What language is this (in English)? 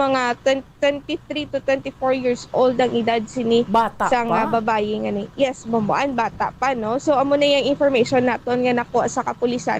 Hiligaynon